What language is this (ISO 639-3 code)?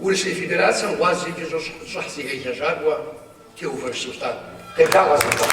kbd